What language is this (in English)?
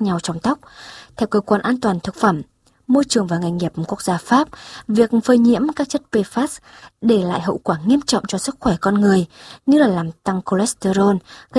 Vietnamese